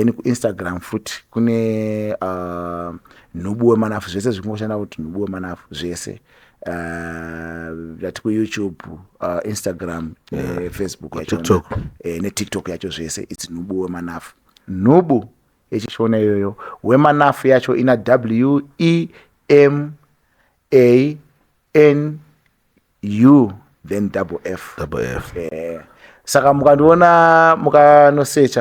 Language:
Shona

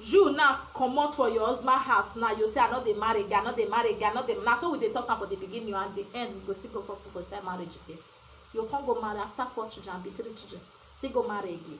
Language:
Nigerian Pidgin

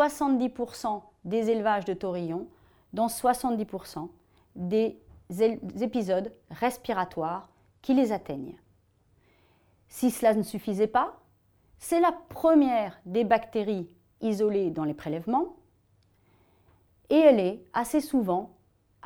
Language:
French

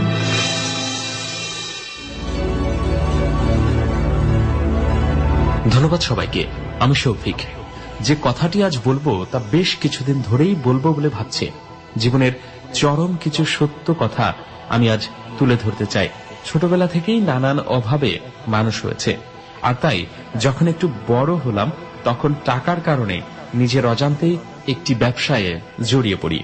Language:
Bangla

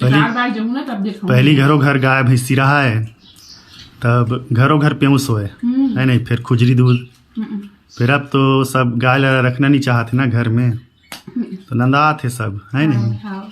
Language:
Chhattisgarhi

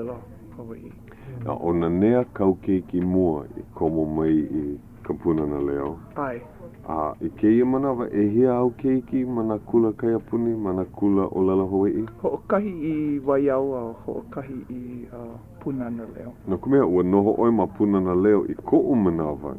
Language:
Hawaiian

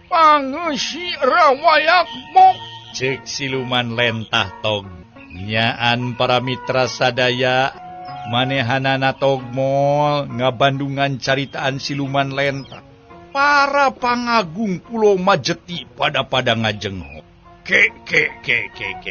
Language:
Sundanese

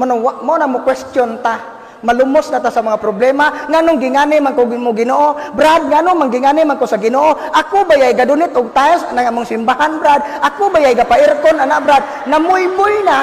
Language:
Cebuano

